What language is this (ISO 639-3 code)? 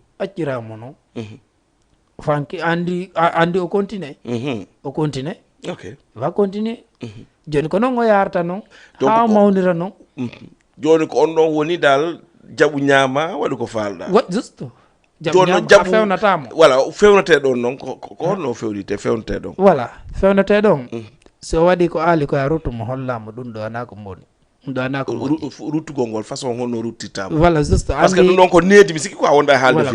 ful